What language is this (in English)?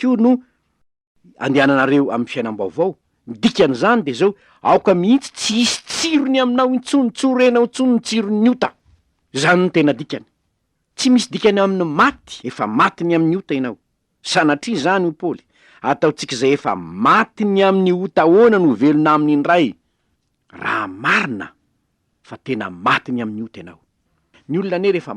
Malagasy